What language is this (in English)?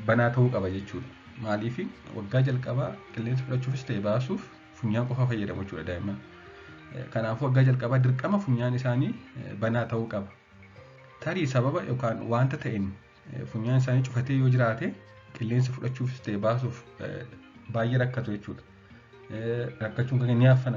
Oromo